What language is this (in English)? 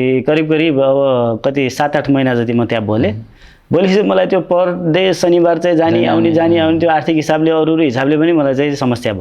Nepali